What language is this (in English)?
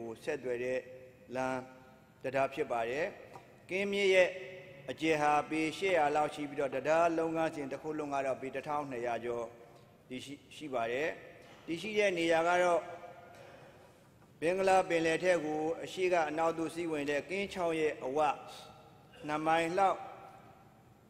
Burmese